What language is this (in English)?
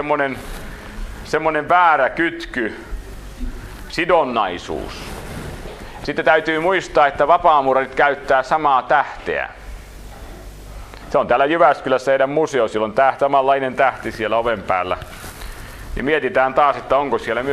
Finnish